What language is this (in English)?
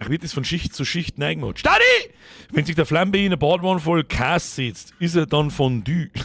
Bavarian